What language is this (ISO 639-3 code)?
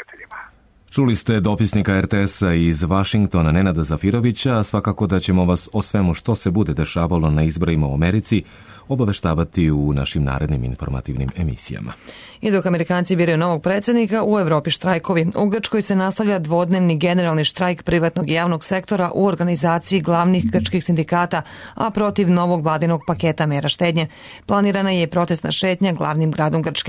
srp